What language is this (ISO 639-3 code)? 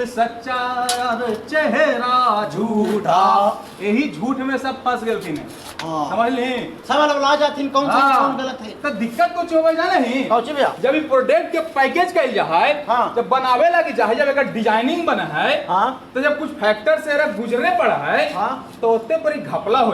mag